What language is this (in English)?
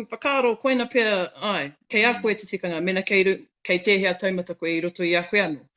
Māori